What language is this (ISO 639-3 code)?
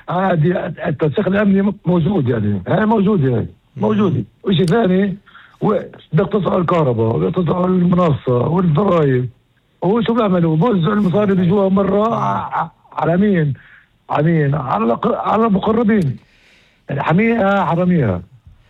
apc